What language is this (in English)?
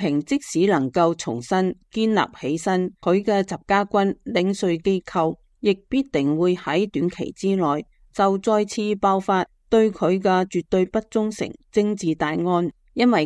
Cantonese